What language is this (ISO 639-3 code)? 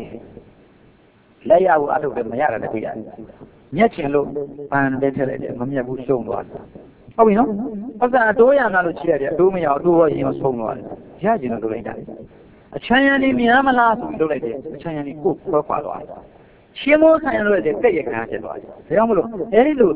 mya